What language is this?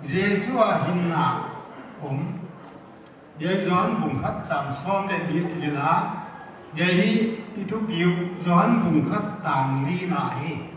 Paite Chin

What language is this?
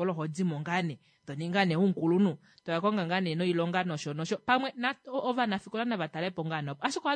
Kuanyama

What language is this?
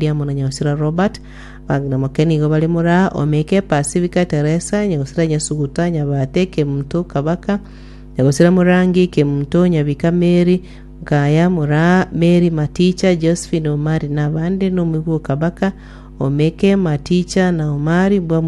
Gusii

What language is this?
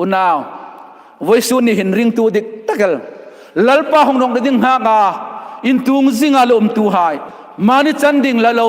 Hmar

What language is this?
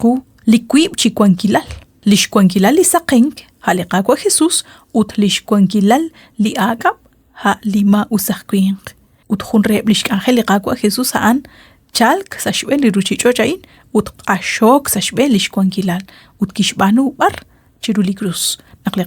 Kekchí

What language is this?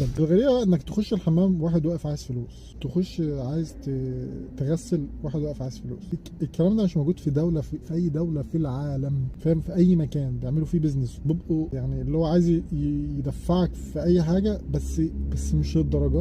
Egyptian Arabic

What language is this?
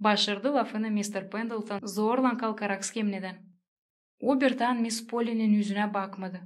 Gagauz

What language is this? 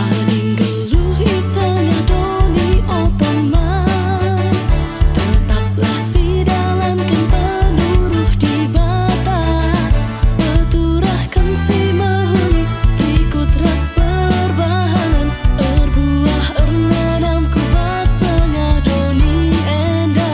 Batak Karo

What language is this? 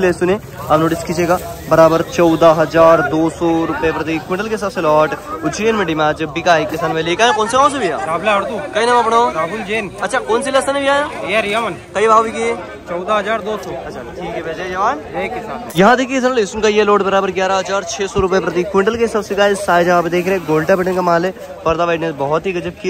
Hindi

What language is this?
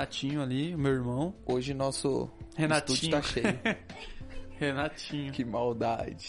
Portuguese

